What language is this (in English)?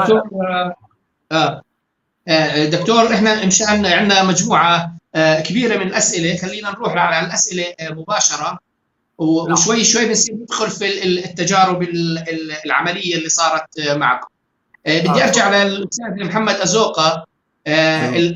North Levantine Arabic